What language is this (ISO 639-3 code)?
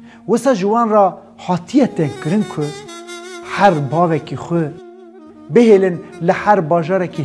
kur